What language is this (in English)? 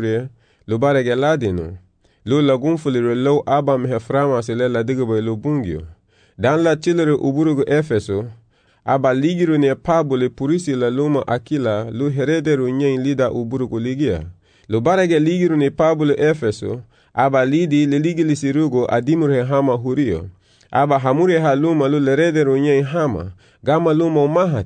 Garifuna